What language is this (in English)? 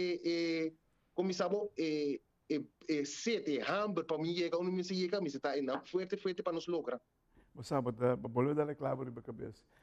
Papiamento